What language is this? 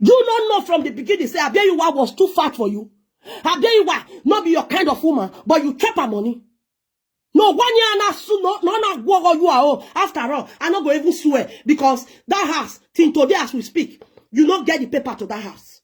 Nigerian Pidgin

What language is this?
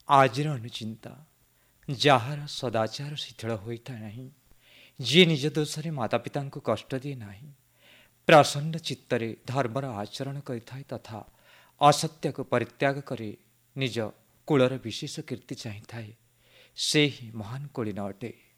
Odia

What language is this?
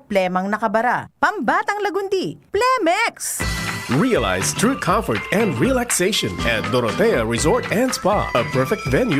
Bikol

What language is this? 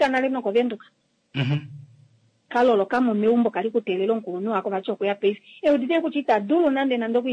Kuanyama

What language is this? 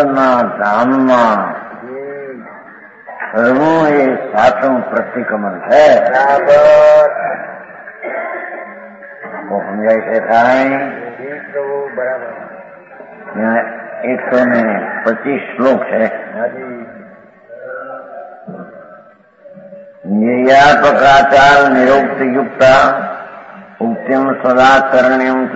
Gujarati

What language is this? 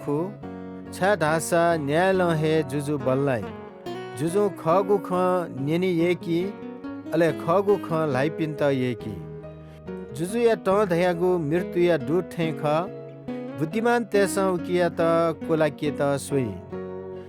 Newari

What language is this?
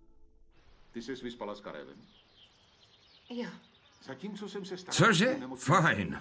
Czech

